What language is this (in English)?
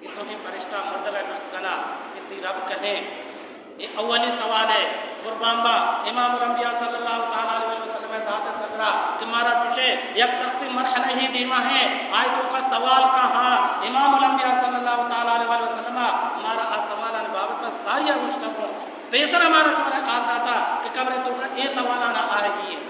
Baluchi